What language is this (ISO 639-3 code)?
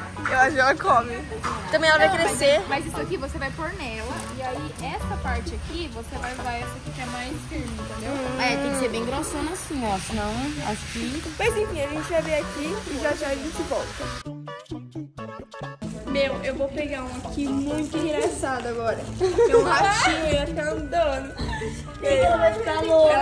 por